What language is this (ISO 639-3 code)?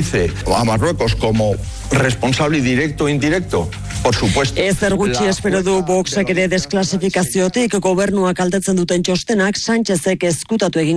eus